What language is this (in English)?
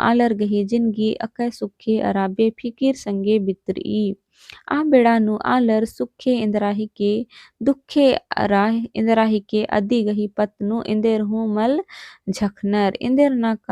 Kurukh